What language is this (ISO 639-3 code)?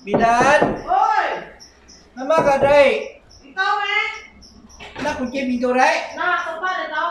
iba